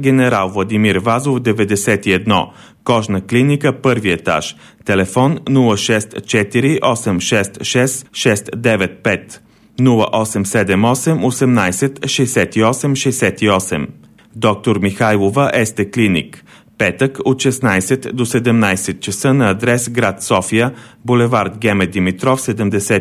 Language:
Bulgarian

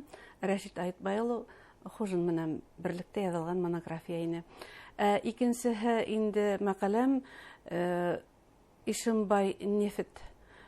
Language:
Bashkir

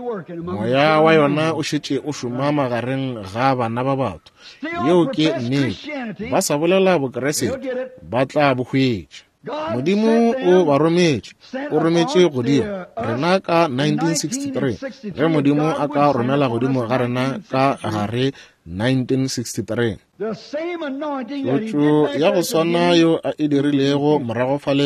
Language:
Northern Sotho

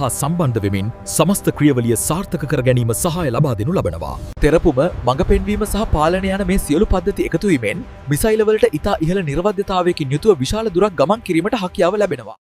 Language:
Sinhala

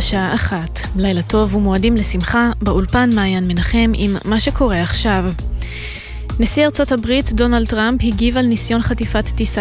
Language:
Hebrew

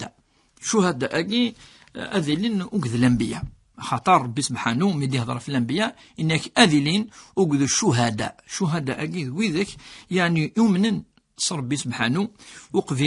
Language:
Kabyle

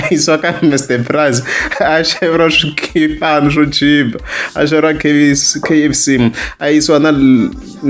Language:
Tsonga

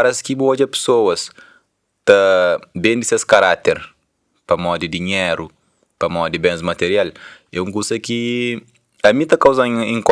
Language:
Kabuverdianu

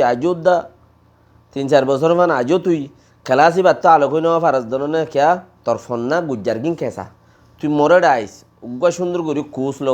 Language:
Rohingya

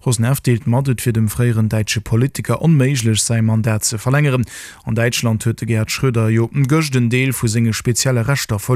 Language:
Luxembourgish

